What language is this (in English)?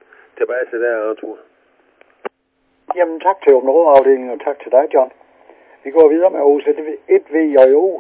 Danish